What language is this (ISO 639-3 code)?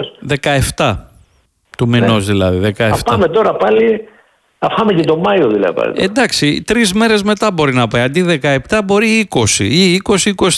ell